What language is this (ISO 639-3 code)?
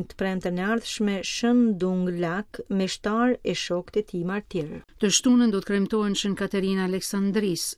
sqi